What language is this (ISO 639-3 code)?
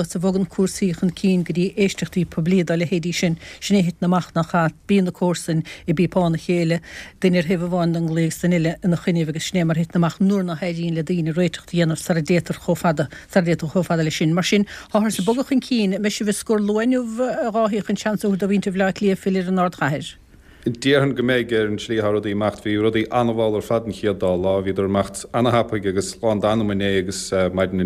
gle